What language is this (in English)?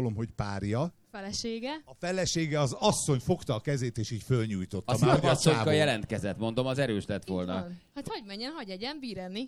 Hungarian